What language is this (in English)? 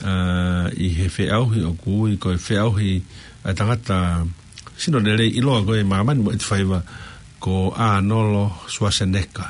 Tongan